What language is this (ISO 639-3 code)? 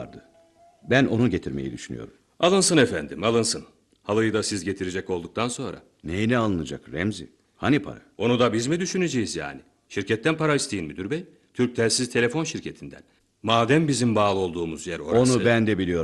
tur